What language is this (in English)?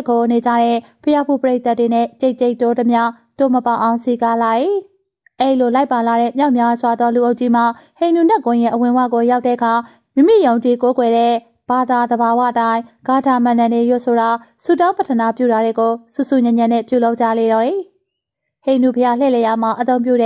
Burmese